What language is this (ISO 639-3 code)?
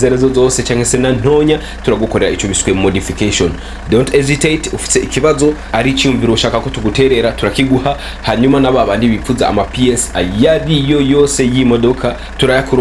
run